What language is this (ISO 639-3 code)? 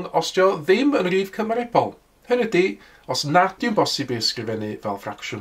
cym